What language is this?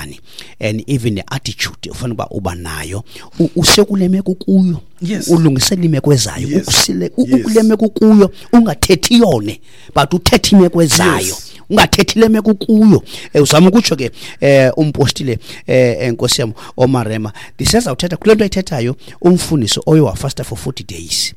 Xhosa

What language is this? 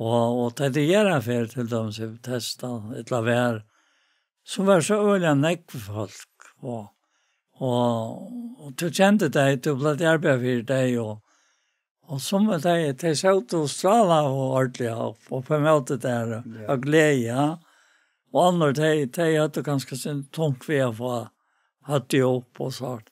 Faroese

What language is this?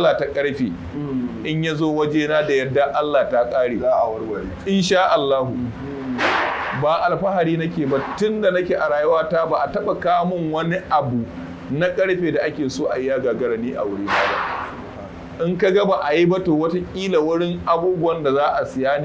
Hausa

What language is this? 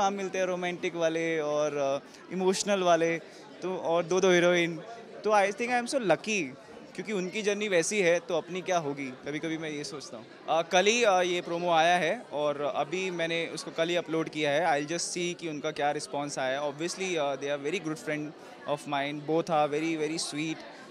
Hindi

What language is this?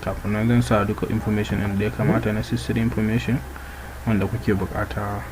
Hausa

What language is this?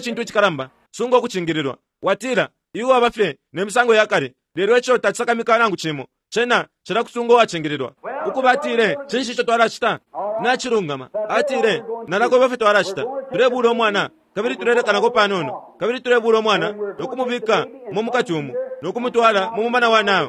Bemba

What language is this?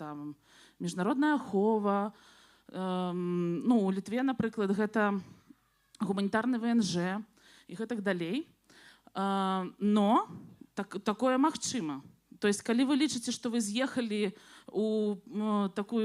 Belarusian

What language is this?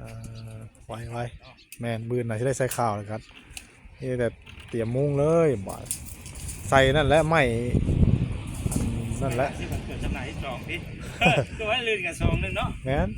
Northeastern Thai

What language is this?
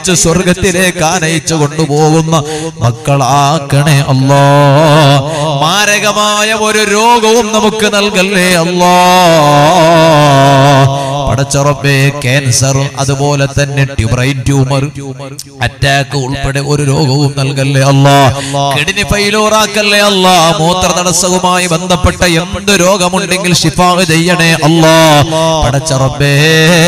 Malayalam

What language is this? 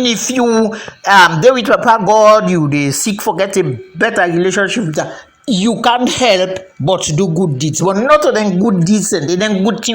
Krio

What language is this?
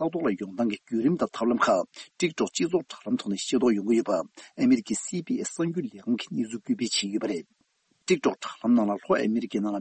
Tibetan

